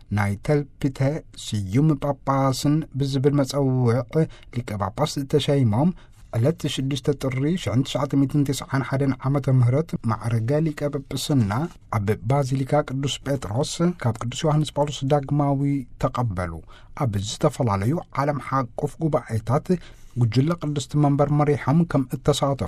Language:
Tigrinya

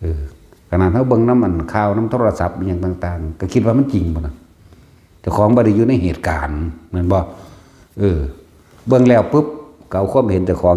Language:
Northeastern Thai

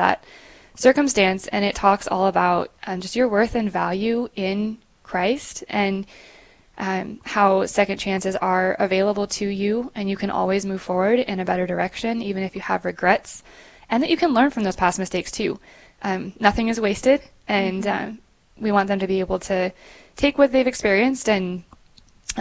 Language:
English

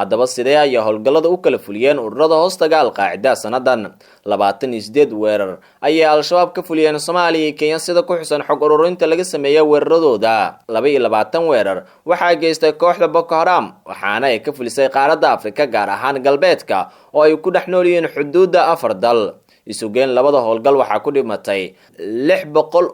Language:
Somali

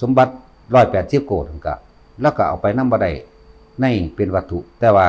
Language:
Northeastern Thai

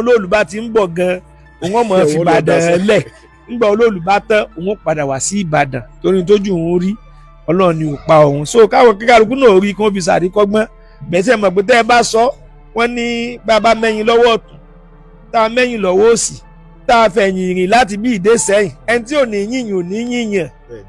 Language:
Yoruba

